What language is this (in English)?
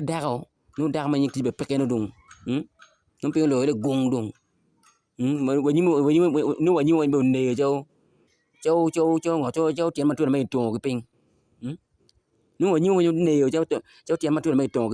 Acoli